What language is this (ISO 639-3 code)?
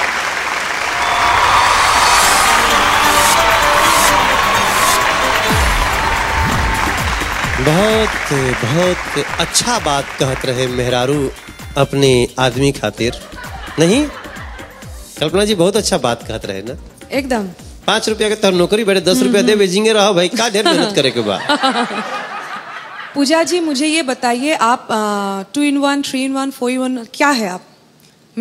bho